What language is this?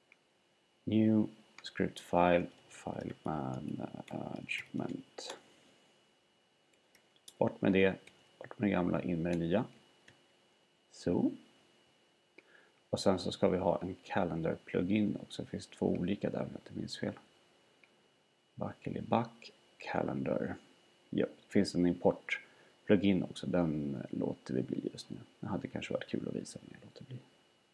Swedish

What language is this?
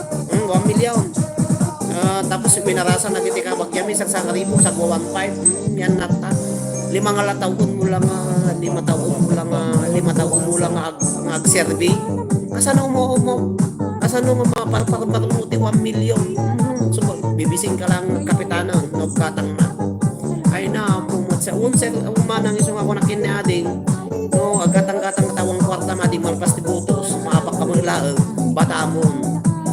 Iloko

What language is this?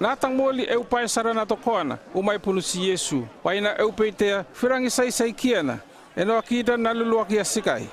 North Efate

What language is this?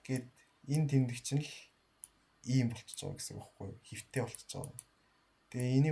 Mongolian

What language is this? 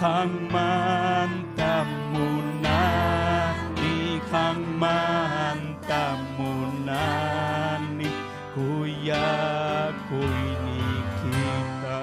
Ayacucho Quechua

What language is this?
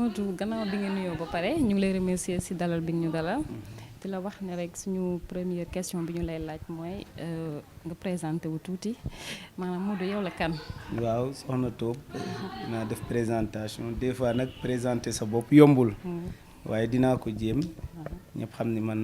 Wolof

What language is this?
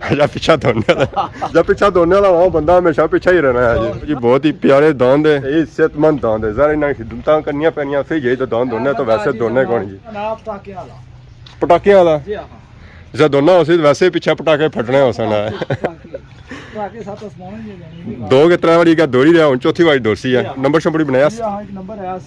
Pahari-Potwari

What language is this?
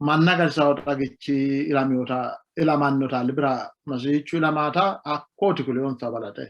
Sidamo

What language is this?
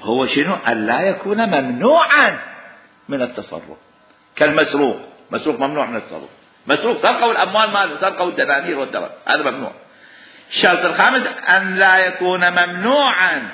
Mesopotamian Arabic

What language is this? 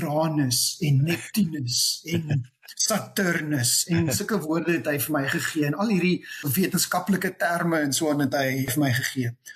Afrikaans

